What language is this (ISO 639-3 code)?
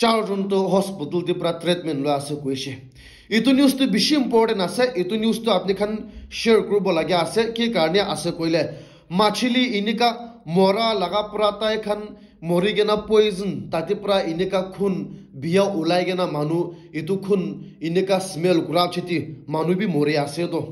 nag